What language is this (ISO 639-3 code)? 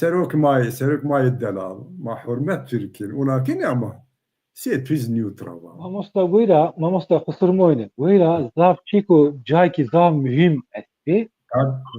zza